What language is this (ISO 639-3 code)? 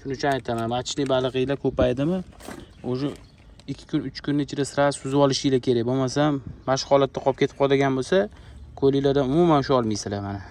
uzb